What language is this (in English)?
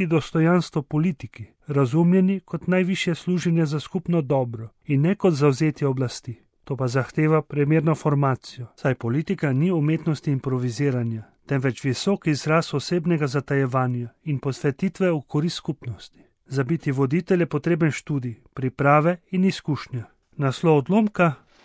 Slovenian